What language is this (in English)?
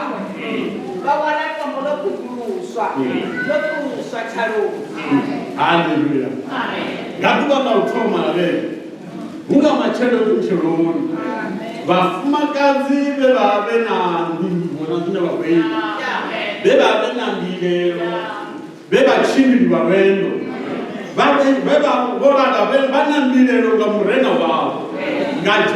Venda